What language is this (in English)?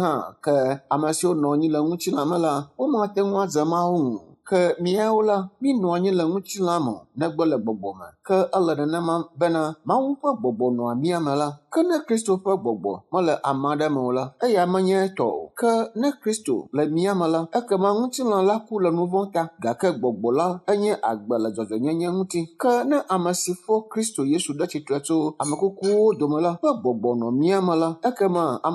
Ewe